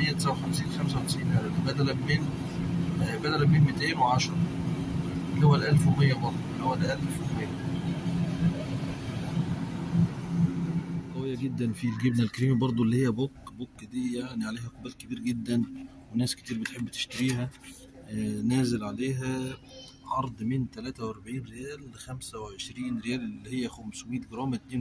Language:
Egyptian Arabic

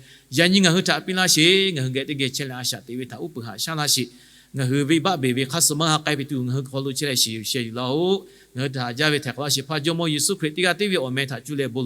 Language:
Lahu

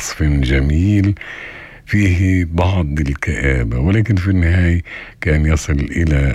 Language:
North Levantine Arabic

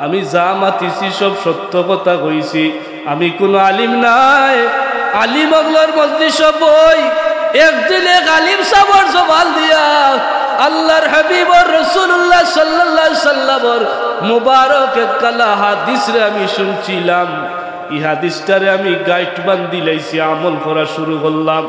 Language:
Sylheti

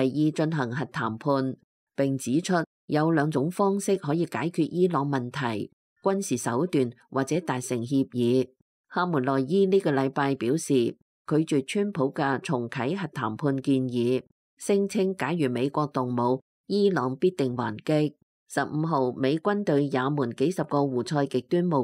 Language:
Cantonese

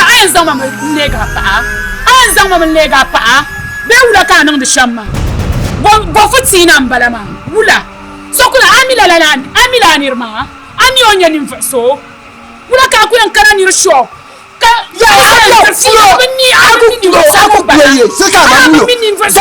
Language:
Dagbani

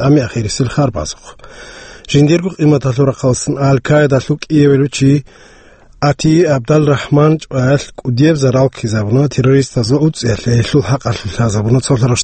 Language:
Avaric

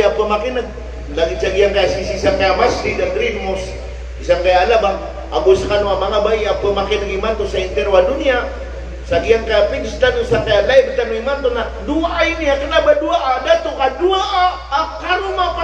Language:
Maranao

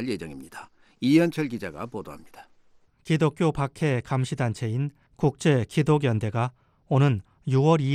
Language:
Korean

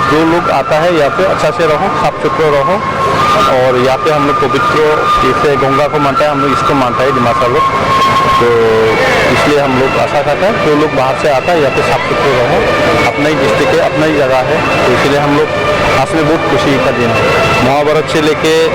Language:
Karbi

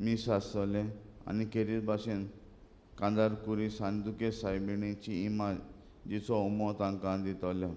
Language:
Konkani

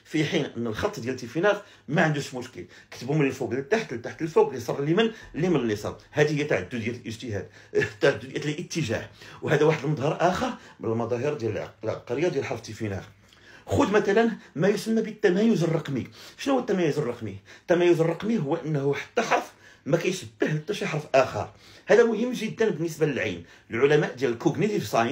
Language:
Moroccan Arabic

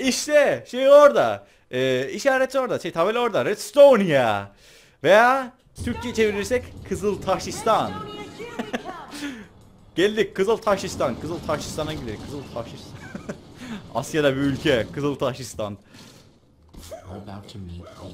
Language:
Turkish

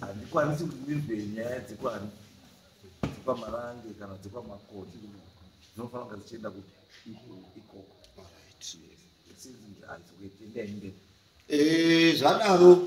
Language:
Shona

